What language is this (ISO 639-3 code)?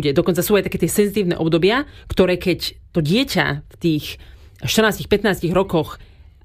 slk